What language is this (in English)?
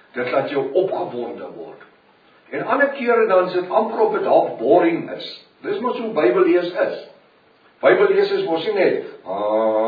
Afrikaans